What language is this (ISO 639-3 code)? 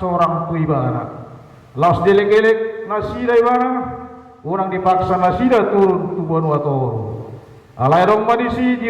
bbc